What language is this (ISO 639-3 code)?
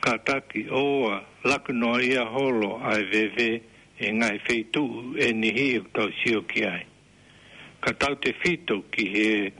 ton